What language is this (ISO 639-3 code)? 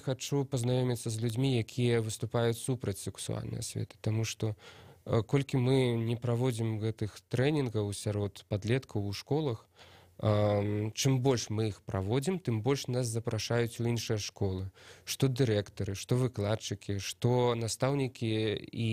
bel